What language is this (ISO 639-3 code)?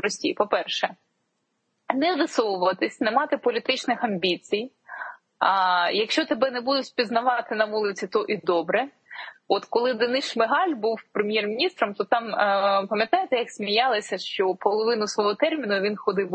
ukr